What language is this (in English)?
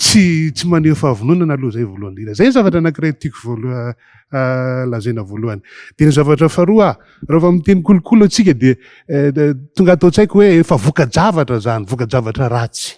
Malagasy